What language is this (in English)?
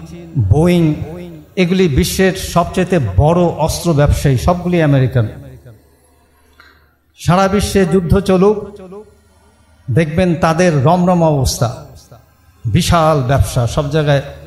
Bangla